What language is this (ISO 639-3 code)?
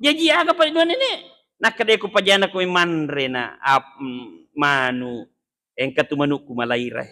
bug